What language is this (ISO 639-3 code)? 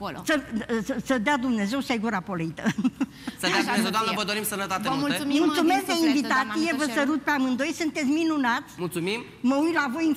ron